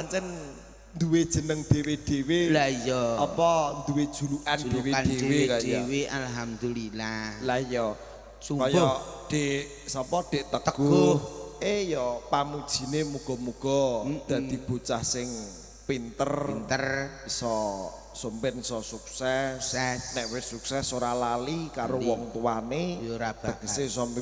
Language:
Javanese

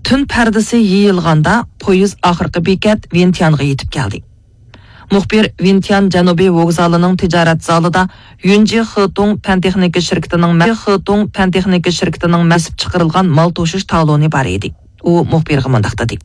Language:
Uyghur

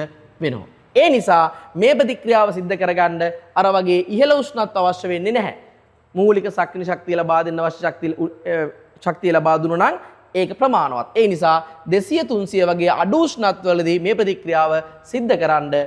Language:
Sinhala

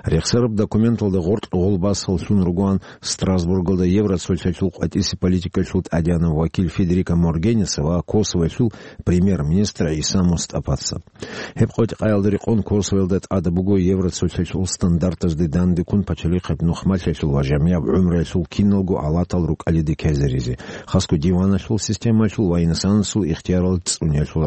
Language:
Avaric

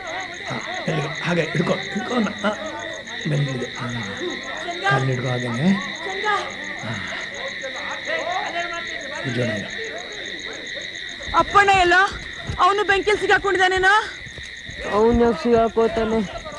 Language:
Kannada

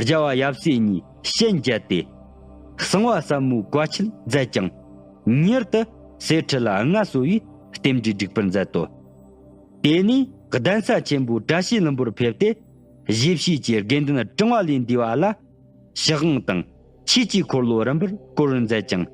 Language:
Tibetan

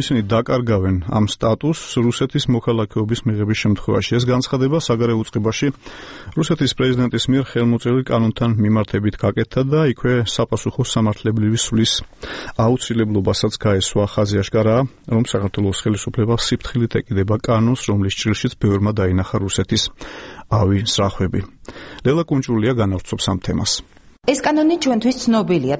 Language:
Georgian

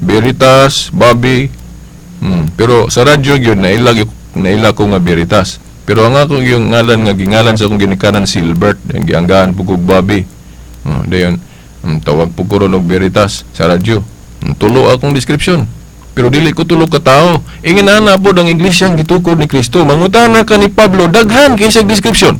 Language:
Cebuano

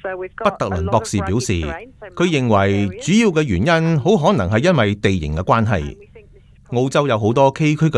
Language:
Cantonese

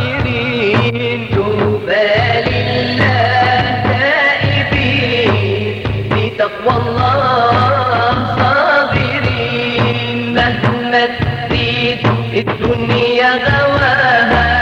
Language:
Arabic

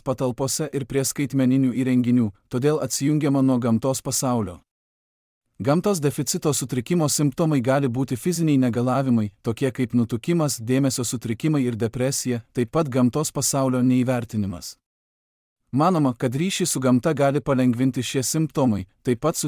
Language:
Lithuanian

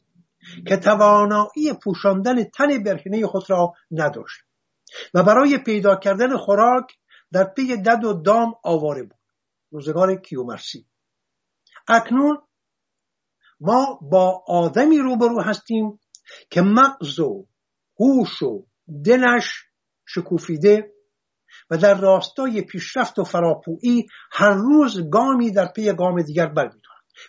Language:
Persian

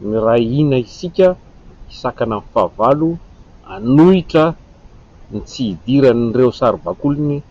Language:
Malagasy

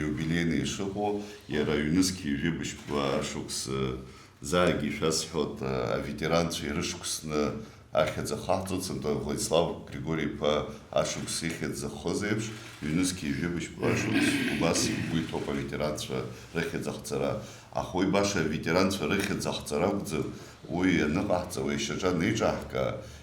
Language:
Abkhazian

